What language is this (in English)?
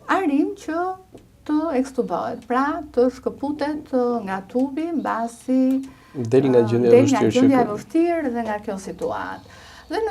Albanian